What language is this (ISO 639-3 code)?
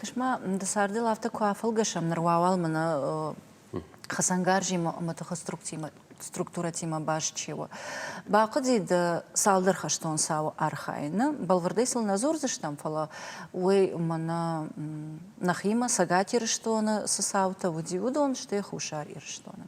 oss